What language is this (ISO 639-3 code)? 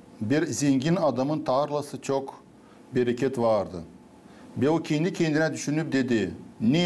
gag